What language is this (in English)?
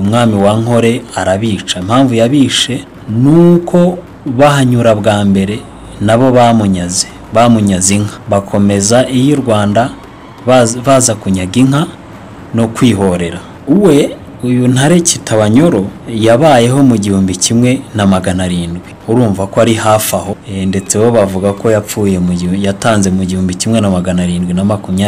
Kinyarwanda